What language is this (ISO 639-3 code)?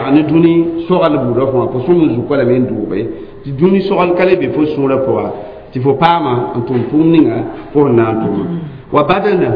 mos